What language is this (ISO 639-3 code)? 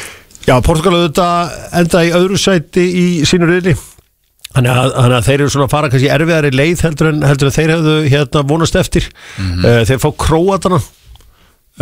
isl